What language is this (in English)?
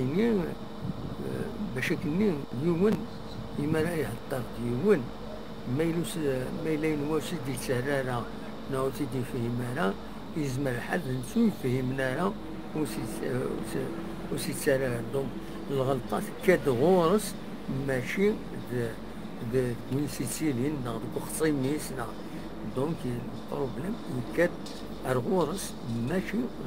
Kabyle